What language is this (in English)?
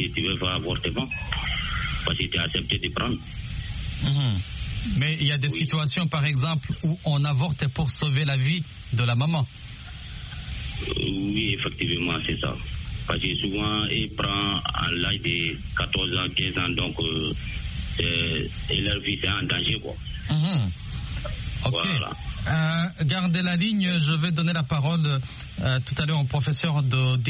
French